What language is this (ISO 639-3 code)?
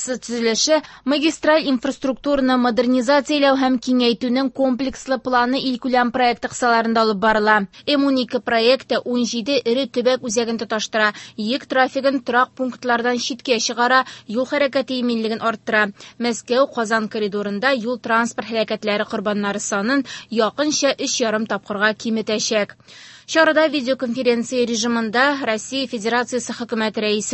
tat